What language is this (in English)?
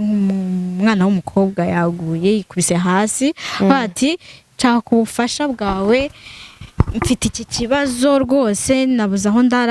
Kinyarwanda